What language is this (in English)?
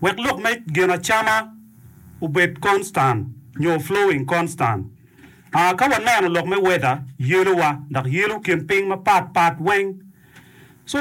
Acoli